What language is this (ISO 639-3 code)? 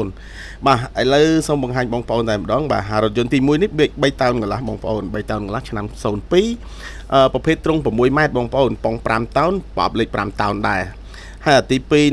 khm